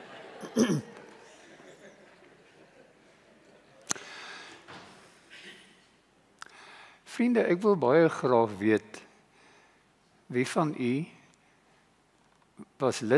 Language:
Afrikaans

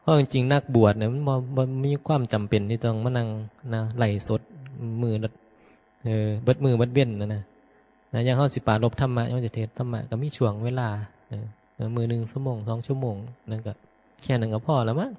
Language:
Northeastern Thai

